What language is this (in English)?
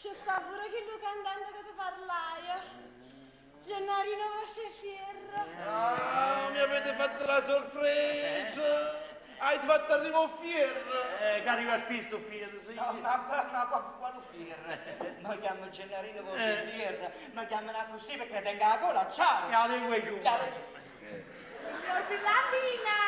Neapolitan